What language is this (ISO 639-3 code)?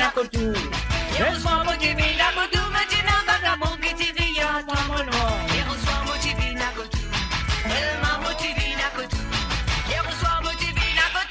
mfe